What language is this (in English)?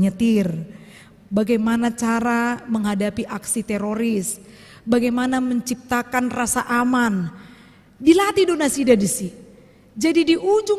Batak Toba